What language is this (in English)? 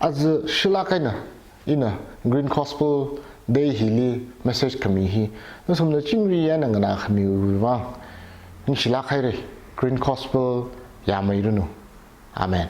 Tangkhul Naga (India)